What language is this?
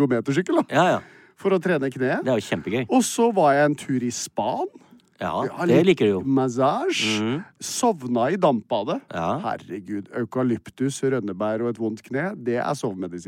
Norwegian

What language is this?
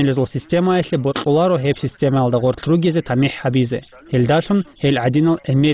Avaric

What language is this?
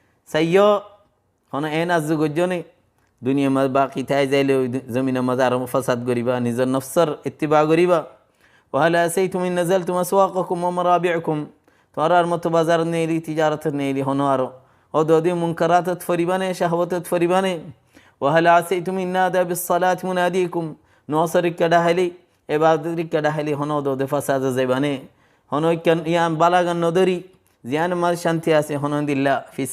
Rohingya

